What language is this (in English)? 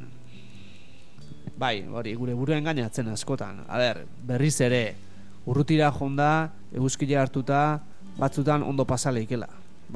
Basque